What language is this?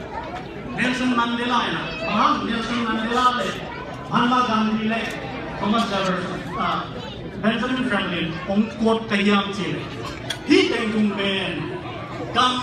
Tedim Chin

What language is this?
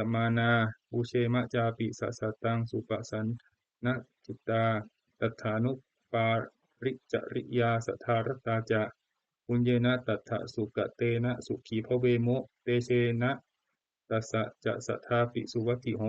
Pali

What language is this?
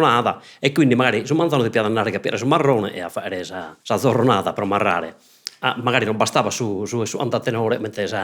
Sardinian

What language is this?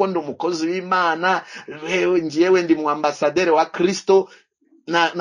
Kinyarwanda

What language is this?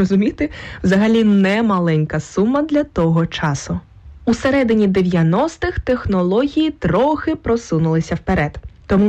Ukrainian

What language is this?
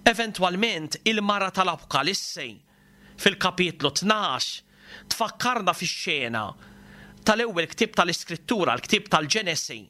Maltese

